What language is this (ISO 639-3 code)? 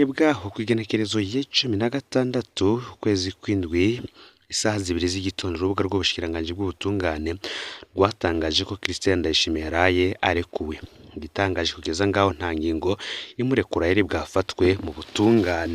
run